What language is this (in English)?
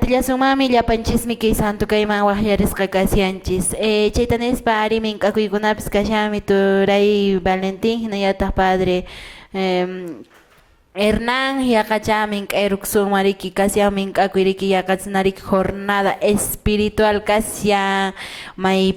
Quechua